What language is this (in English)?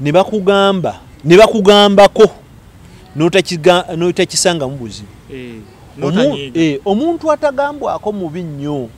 Ganda